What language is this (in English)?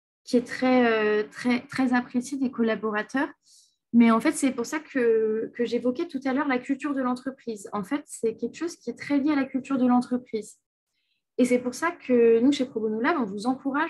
French